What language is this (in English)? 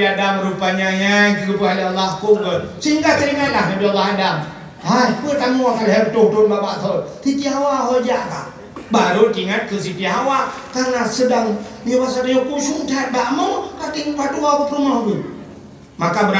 Achinese